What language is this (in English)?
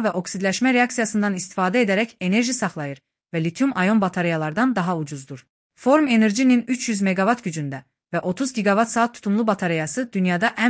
Azerbaijani